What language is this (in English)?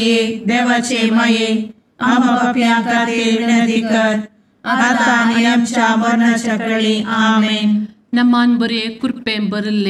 Konkani